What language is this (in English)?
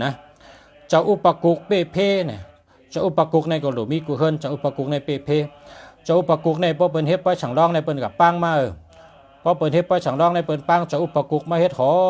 Shan